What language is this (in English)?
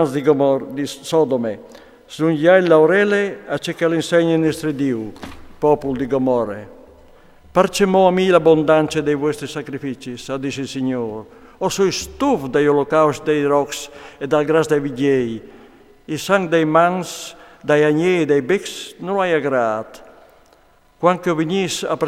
Friulian